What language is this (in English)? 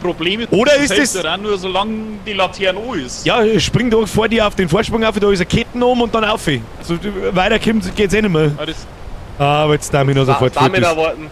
Bavarian